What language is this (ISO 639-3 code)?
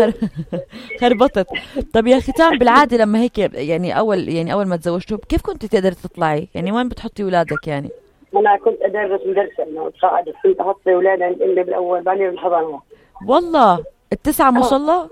apc